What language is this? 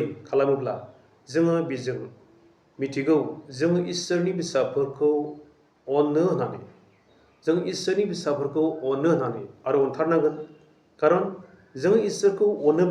Bodo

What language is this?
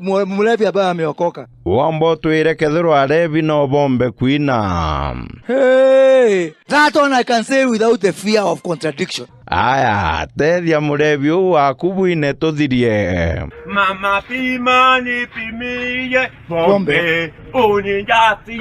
Meru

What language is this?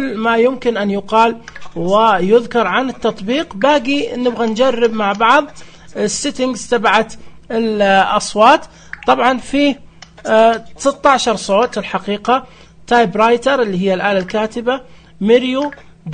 Najdi Arabic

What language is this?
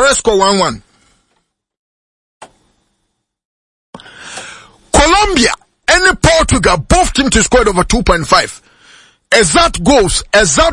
English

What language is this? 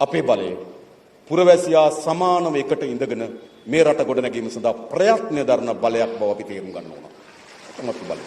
Sinhala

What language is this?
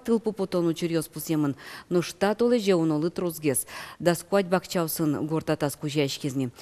Udmurt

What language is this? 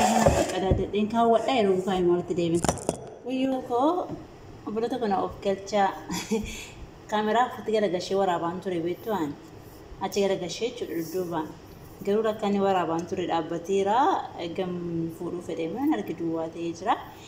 Oromo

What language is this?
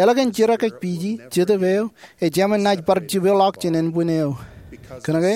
Marshallese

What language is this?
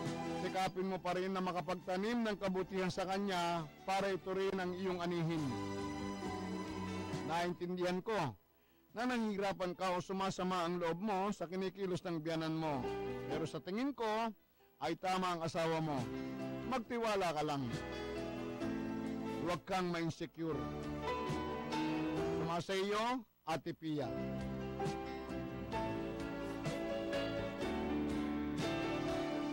Filipino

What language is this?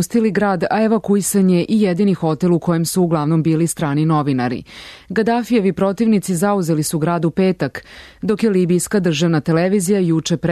Serbian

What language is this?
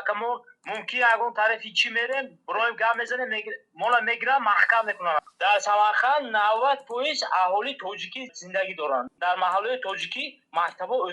Tajik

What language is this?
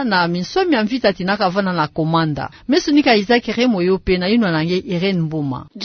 Kituba (Democratic Republic of Congo)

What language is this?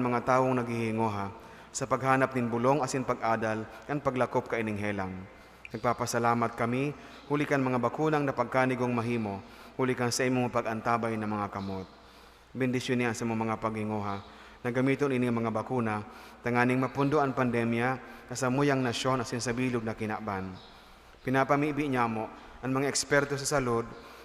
Bikol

